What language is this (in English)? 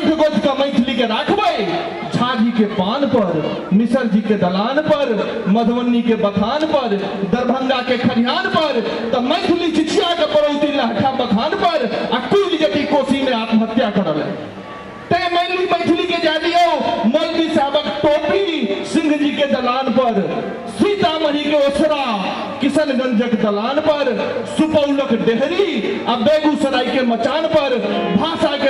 Maithili